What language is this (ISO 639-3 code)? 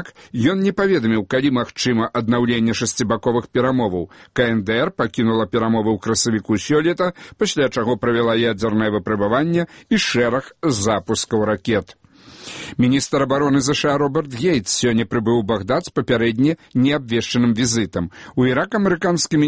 bel